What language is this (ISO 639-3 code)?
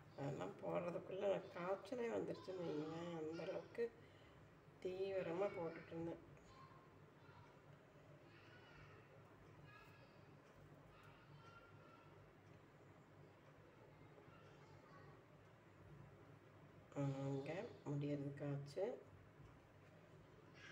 tam